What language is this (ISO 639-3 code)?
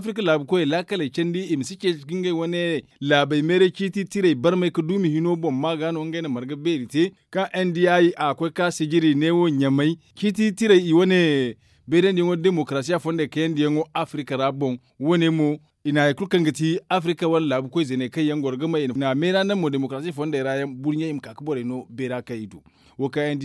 dje